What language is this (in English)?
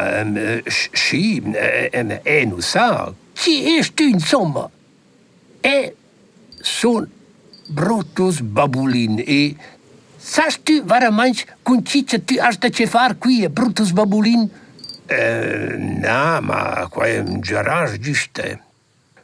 Romansh